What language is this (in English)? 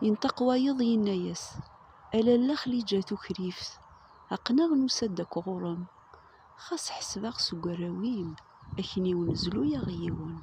Kabyle